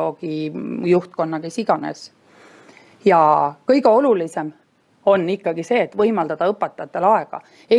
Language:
Estonian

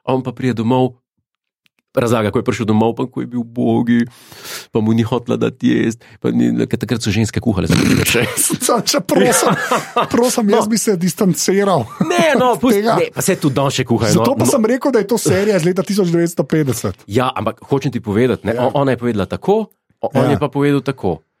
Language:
Slovenian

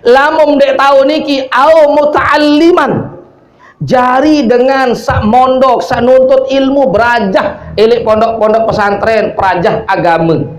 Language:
Sasak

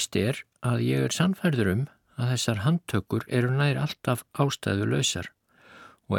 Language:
Icelandic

